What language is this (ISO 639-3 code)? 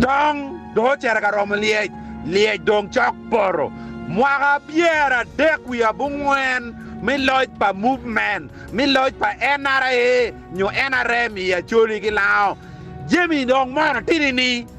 ach